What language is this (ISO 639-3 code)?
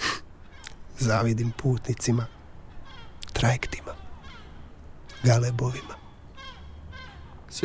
hrv